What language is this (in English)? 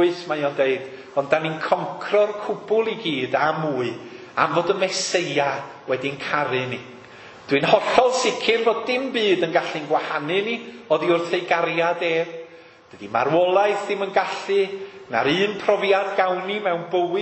Welsh